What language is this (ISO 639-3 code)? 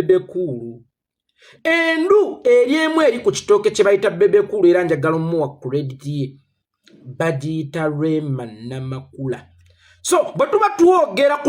lug